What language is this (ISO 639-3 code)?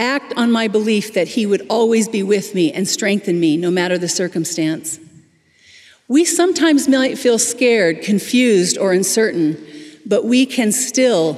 eng